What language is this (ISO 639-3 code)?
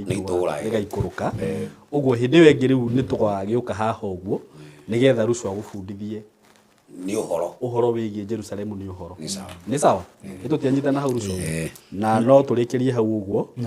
kik